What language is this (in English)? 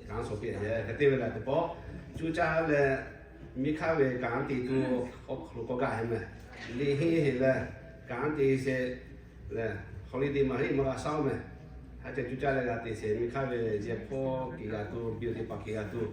Lahu